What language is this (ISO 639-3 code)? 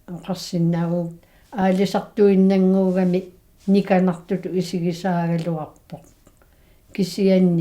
kal